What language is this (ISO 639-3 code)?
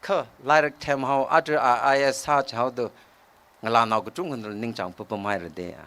nmf